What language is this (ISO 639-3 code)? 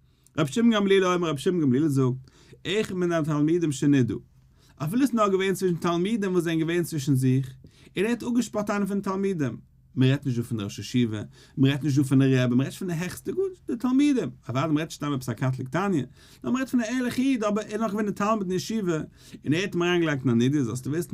yid